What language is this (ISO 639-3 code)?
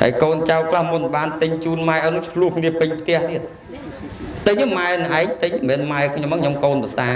khm